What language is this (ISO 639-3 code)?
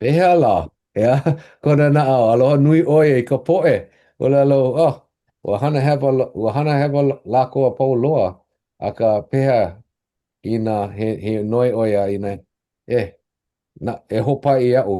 haw